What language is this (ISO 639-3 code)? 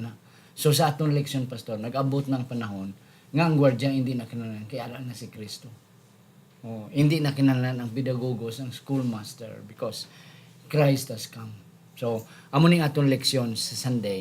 hil